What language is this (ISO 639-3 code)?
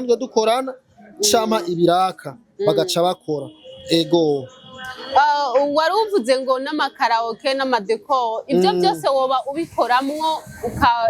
run